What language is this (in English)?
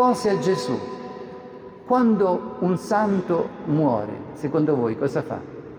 Italian